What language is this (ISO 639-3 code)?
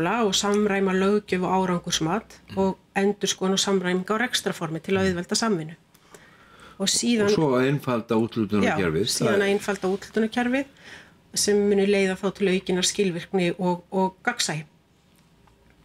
isl